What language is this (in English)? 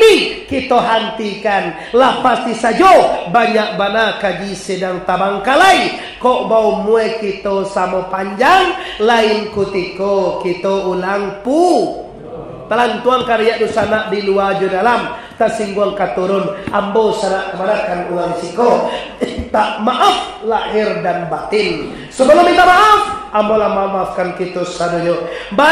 Minangkabau